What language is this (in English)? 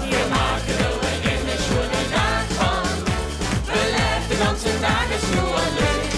Limburgish